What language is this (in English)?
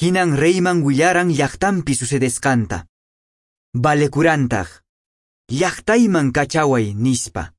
Quechua